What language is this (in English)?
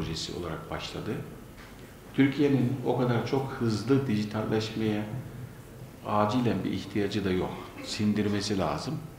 Turkish